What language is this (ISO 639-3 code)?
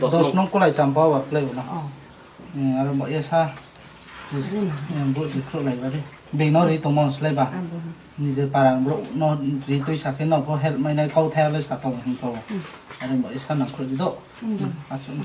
ria